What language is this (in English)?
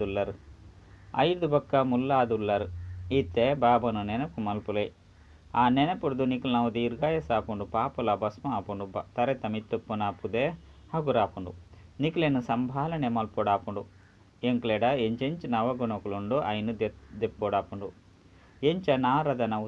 Tulu